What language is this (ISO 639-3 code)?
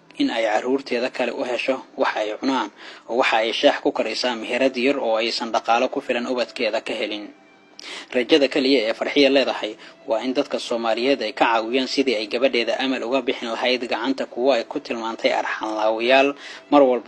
som